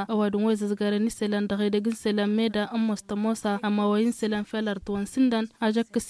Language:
Tamasheq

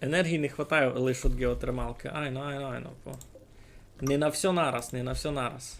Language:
Rusyn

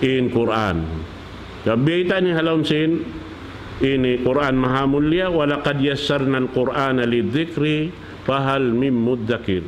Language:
Tausug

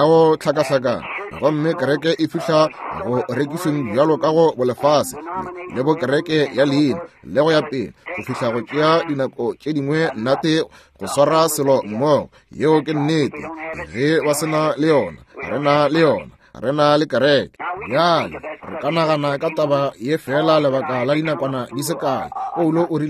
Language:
Northern Sotho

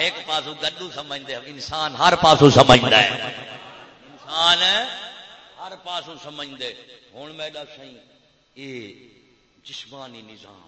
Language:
Saraiki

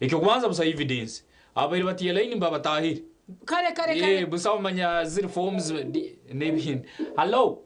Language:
Nyankole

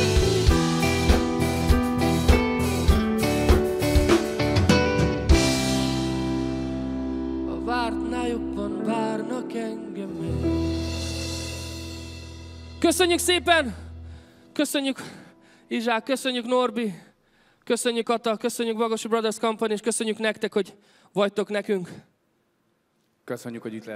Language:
Hungarian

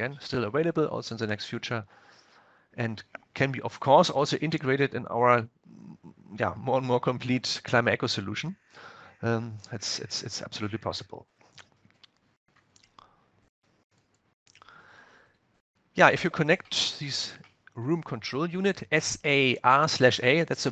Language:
English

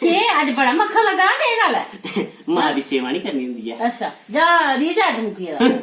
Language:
Dogri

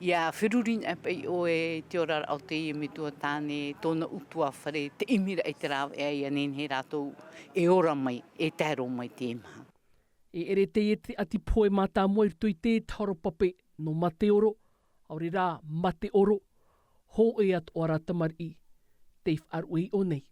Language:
Tahitian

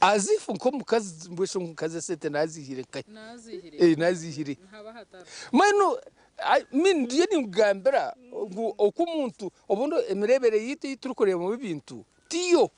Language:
Nyankole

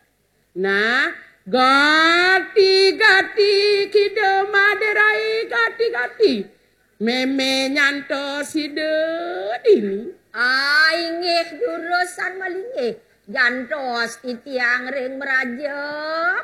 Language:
Balinese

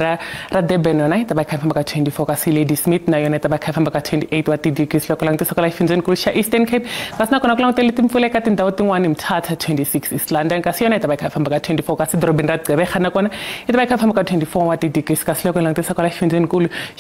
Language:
Tsonga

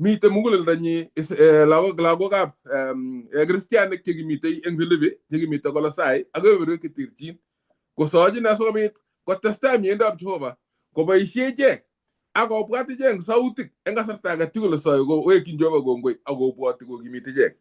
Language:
Kalenjin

